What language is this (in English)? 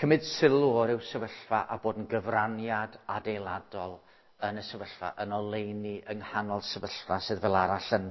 Welsh